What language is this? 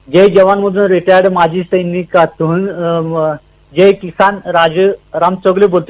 Marathi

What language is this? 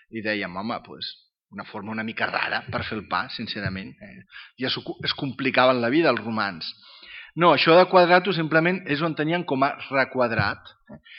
Catalan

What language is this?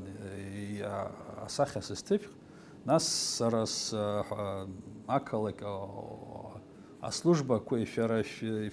Abkhazian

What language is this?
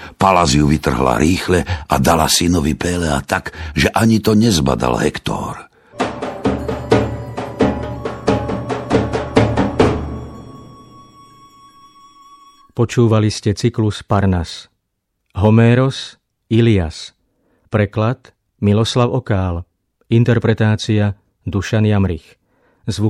Slovak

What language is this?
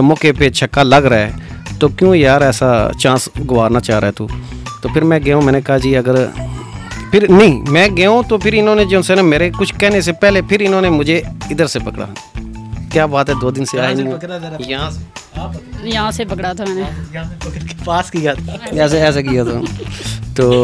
Urdu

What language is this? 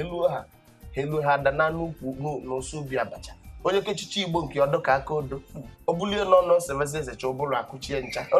Igbo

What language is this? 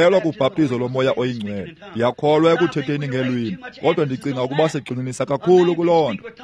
Xhosa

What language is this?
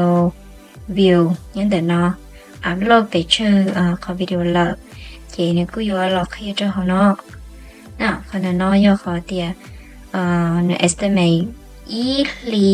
Hmong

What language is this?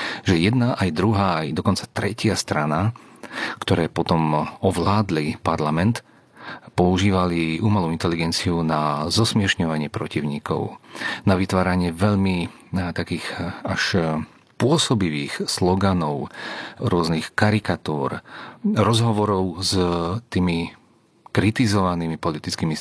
Slovak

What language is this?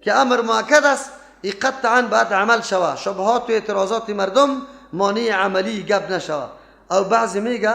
Persian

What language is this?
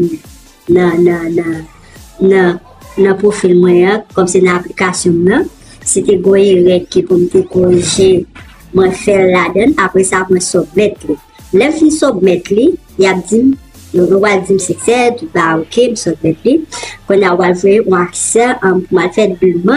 Haitian Creole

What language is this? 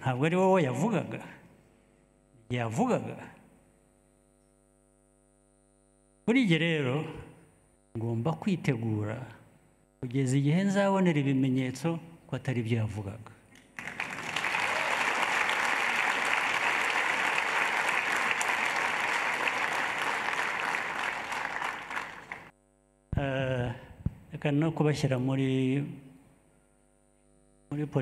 Kinyarwanda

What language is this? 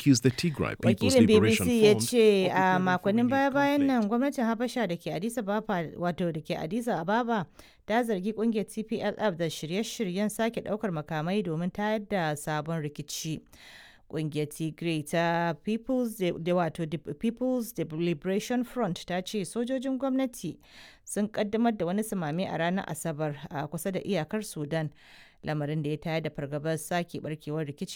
Hausa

